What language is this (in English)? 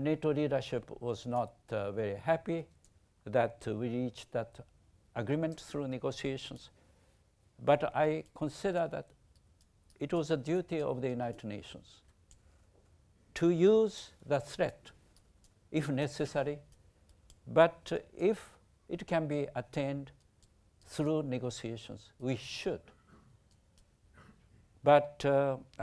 English